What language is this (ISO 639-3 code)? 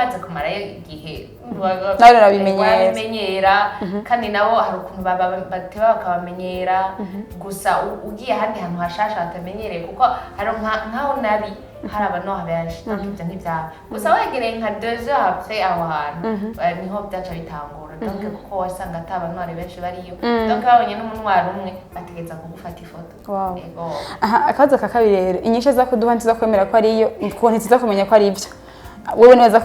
run